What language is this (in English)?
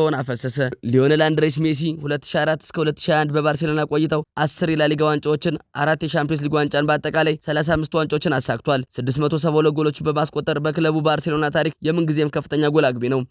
Amharic